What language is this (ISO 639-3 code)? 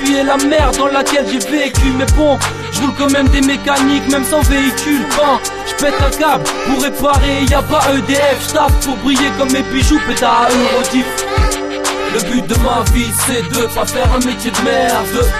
fra